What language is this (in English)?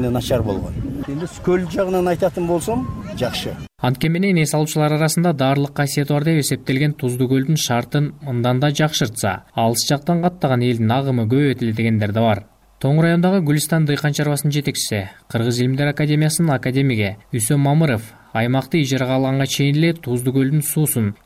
Kyrgyz